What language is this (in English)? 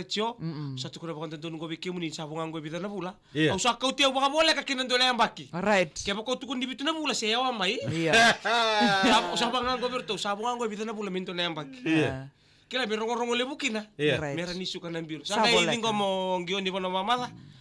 Fijian